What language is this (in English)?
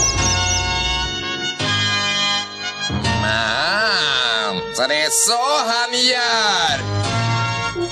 Swedish